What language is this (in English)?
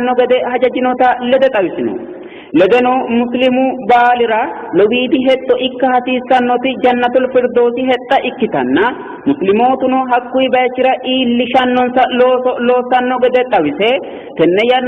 Sidamo